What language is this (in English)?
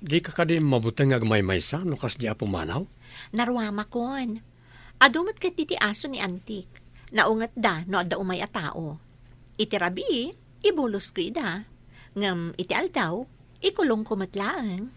Iloko